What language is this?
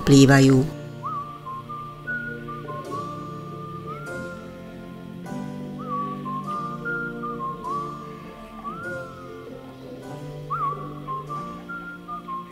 Slovak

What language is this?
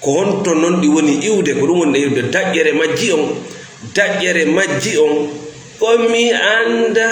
Fula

